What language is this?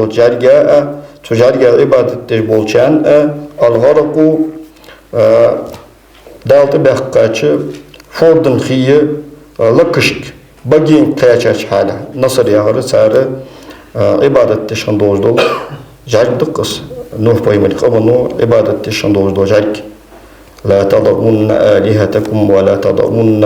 Ingush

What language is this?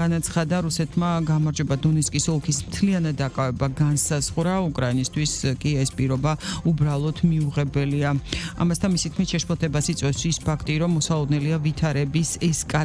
Georgian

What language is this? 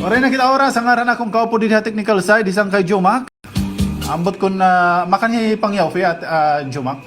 Waray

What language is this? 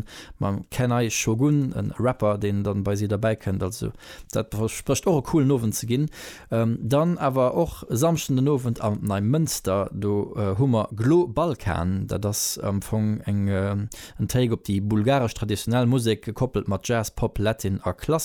Luxembourgish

